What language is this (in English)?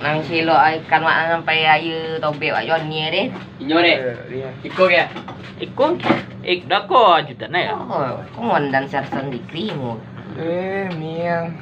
Minangkabau